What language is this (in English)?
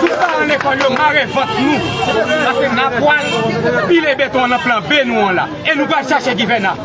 Haitian Creole